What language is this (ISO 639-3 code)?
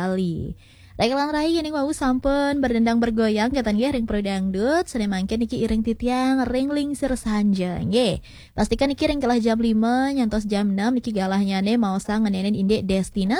ban